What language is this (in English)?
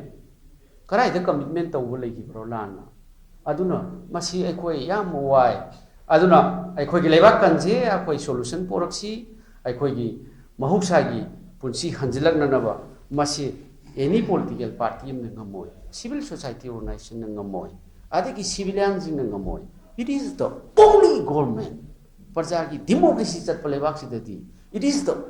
Manipuri